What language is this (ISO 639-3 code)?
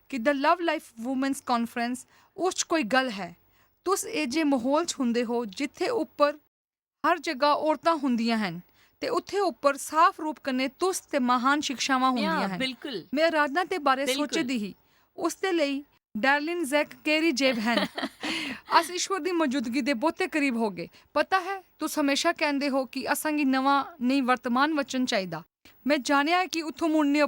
doi